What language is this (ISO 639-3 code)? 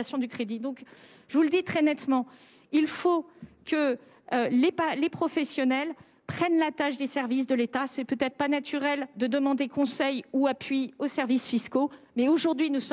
fra